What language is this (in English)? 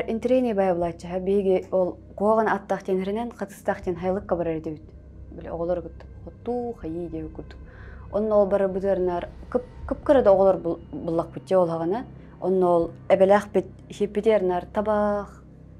Yakut